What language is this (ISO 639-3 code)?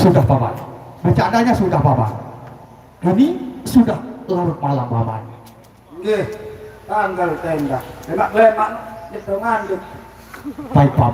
sas